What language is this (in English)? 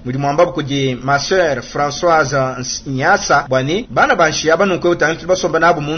Luba-Lulua